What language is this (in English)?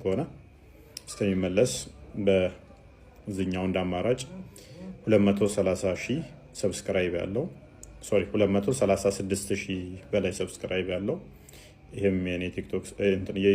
Amharic